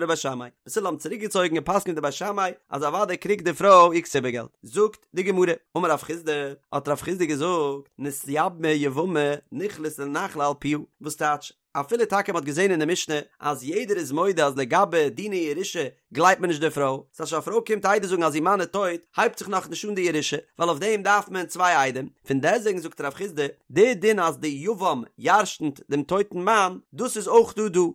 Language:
Yiddish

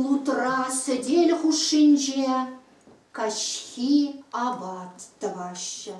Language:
Chuvash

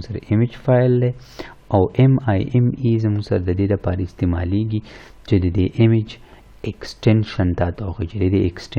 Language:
Pashto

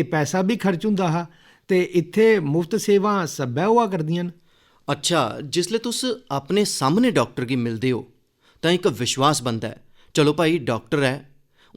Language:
Dogri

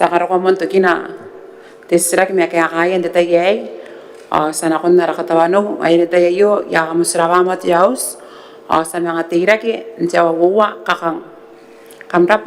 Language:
Gilbertese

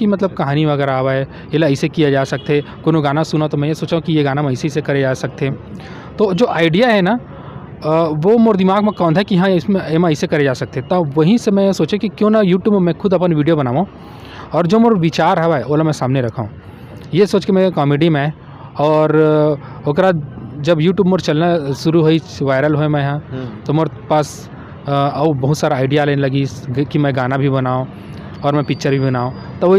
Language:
Chhattisgarhi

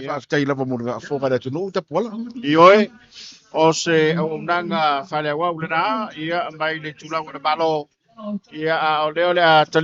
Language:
Samoan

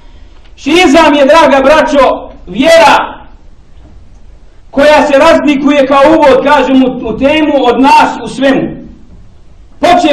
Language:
Bosnian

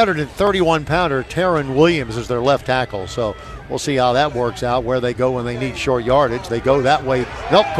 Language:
English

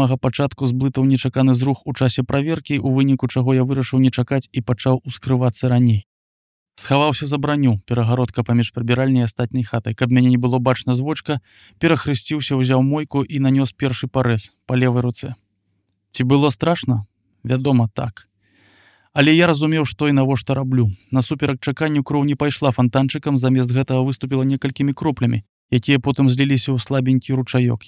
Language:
Belarusian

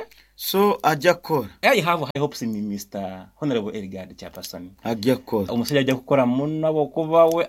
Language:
Nyoro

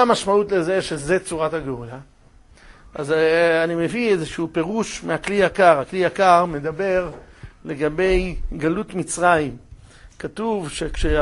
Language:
Hebrew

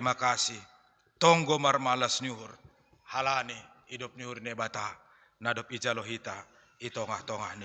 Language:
Batak Simalungun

